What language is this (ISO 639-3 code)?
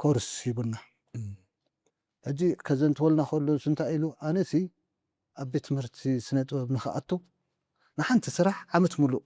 tir